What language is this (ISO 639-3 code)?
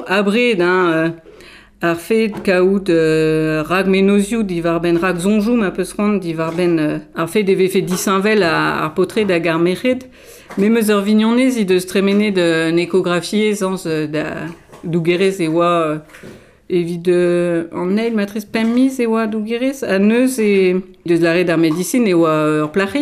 bre